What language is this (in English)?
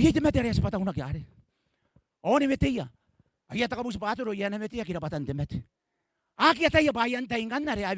Gilbertese